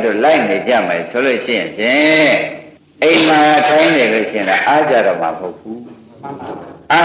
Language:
Burmese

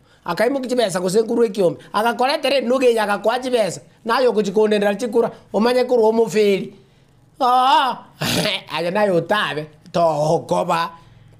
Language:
Gusii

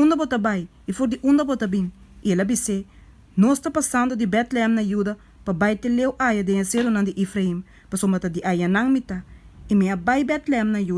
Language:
Papiamento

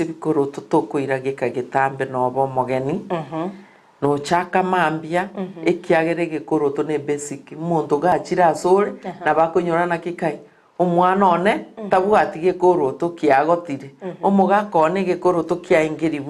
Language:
Gusii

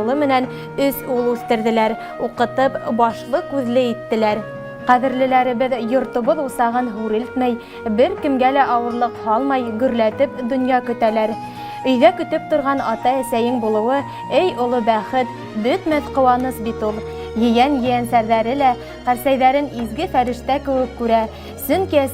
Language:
Bashkir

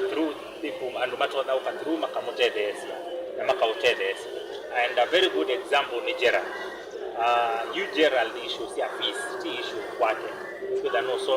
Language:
Kamba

